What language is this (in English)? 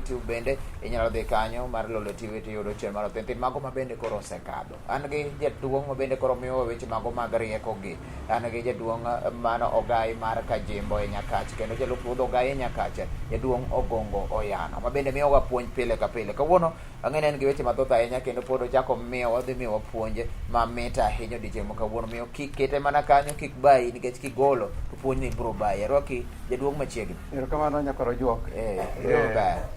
Luo (Kenya and Tanzania)